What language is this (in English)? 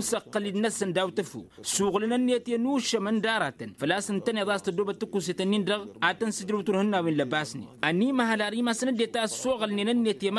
Tamasheq